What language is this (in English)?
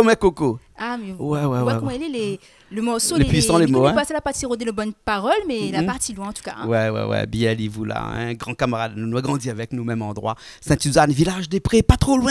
Réunion Creole French